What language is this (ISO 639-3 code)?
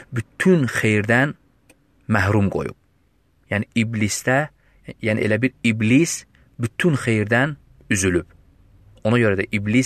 aze